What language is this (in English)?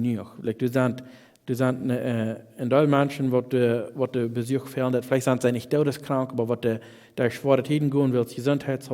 Plautdietsch